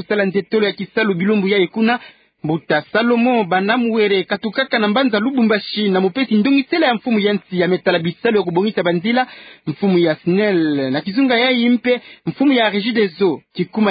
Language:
Kituba (Democratic Republic of Congo)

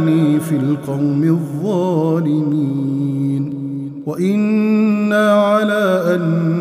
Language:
Arabic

